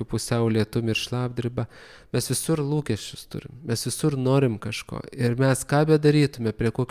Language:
Lithuanian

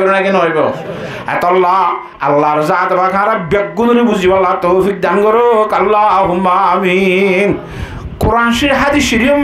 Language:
Rohingya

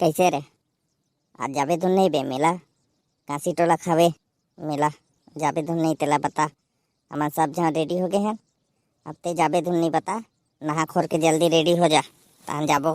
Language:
Chhattisgarhi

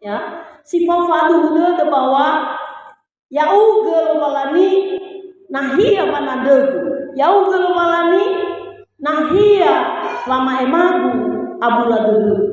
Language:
Nias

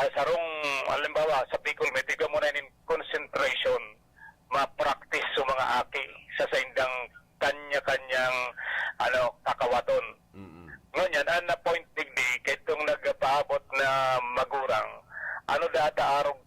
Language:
Bikol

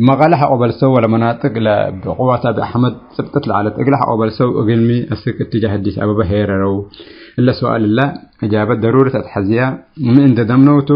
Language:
Tigre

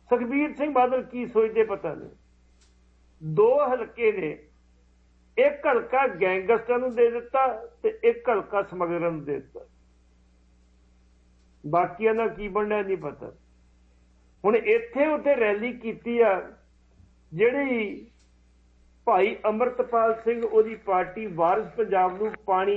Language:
Punjabi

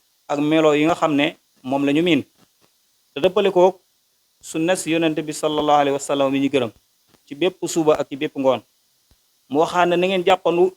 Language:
Wolof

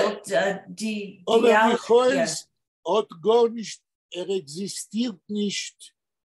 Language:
Yiddish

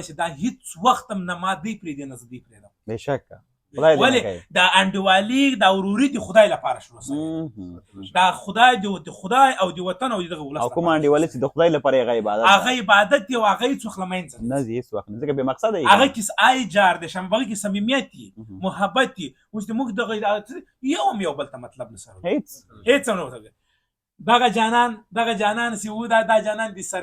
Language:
Pashto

